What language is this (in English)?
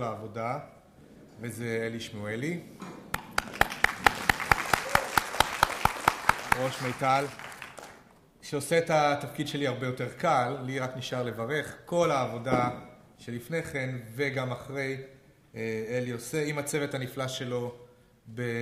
Hebrew